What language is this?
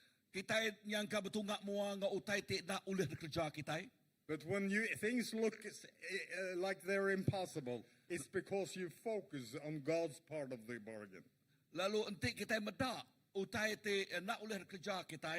Iban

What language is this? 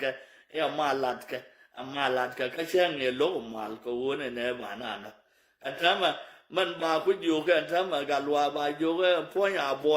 Nuer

